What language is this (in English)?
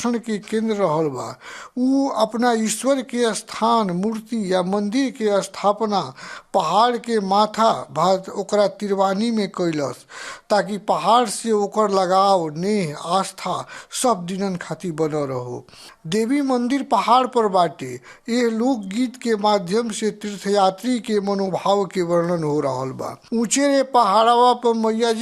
Bhojpuri